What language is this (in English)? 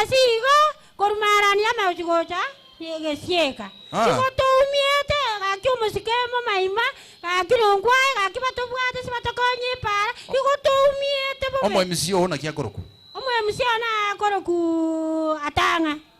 Gusii